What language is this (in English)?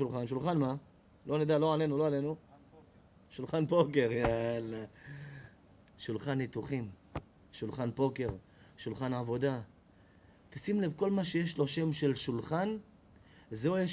Hebrew